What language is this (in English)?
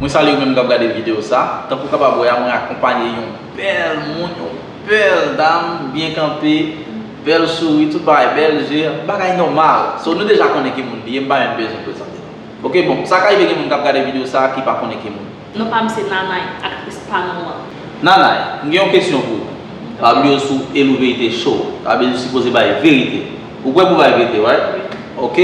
Haitian Creole